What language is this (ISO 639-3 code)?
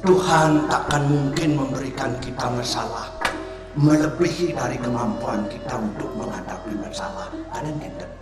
ban